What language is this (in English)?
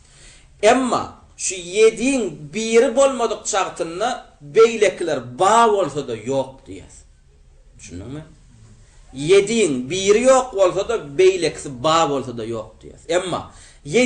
Turkmen